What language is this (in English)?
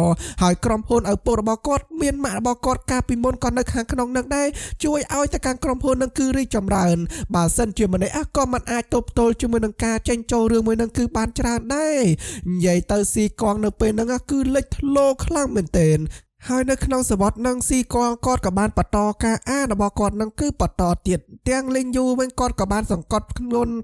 Khmer